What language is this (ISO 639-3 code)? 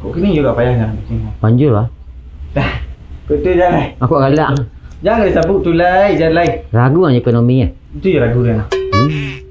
min